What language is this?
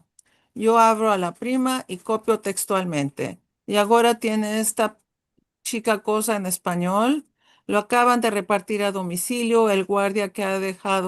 Ladino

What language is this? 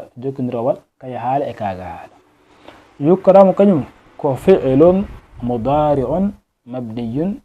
Fula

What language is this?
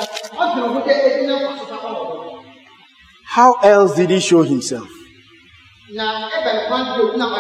English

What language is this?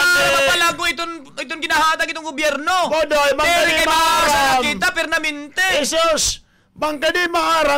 Waray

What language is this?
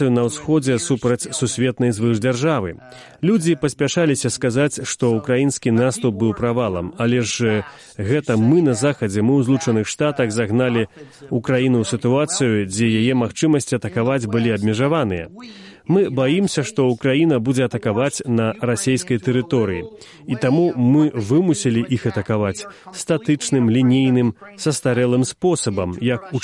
Belarusian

